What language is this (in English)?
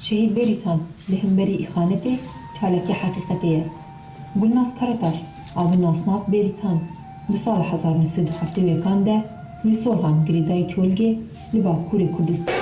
Kurdish